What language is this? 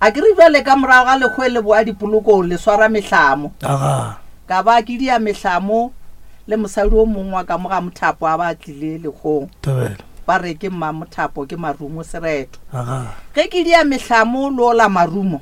Northern Sotho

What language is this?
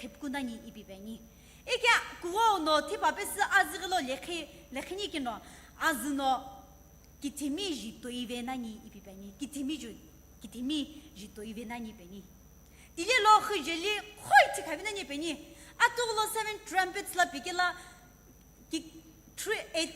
Sumi Naga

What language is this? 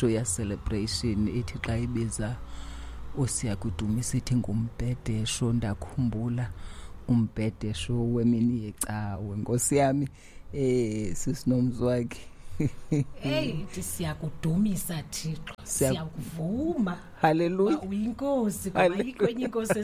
Xhosa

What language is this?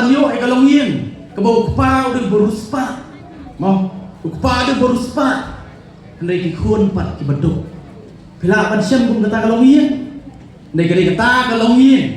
Khasi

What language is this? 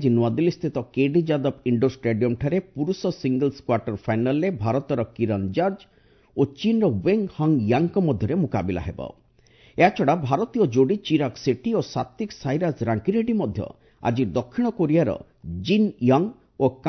Odia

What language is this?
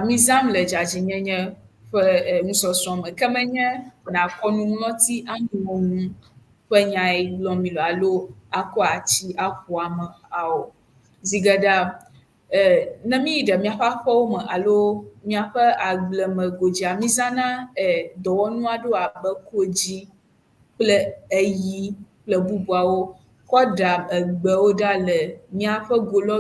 Ewe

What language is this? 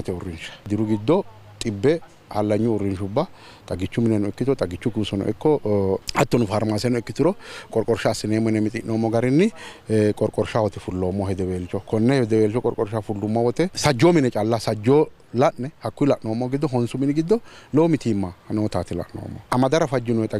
Sidamo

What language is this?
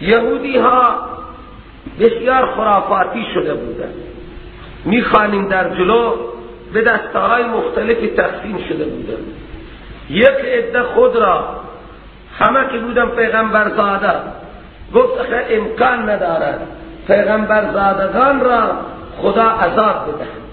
Persian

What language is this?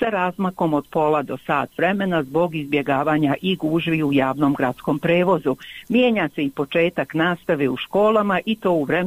Bosnian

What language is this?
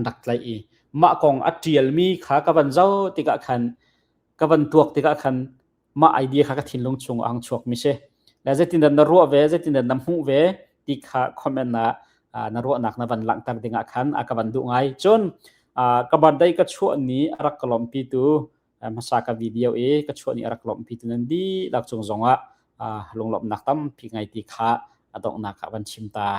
Hakha Chin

